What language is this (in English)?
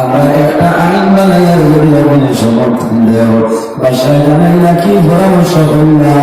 Sylheti